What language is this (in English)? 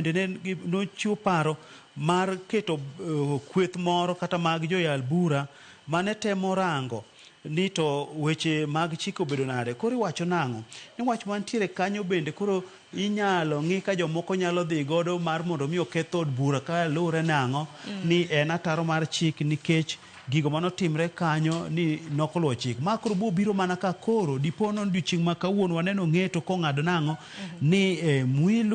Luo (Kenya and Tanzania)